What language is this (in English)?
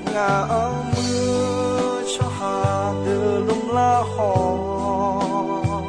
Akha